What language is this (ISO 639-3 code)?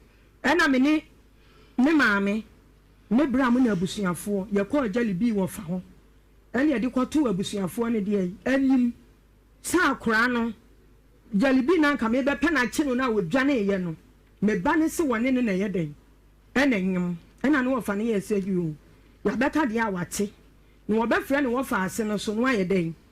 aka